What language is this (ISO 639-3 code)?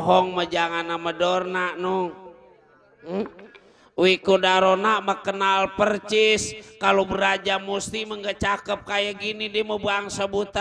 bew